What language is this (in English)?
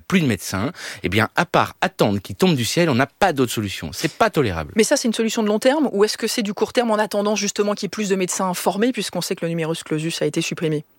French